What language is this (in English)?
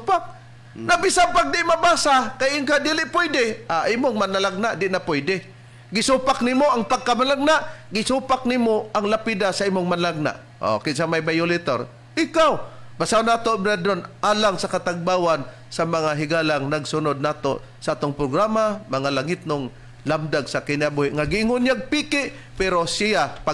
Cebuano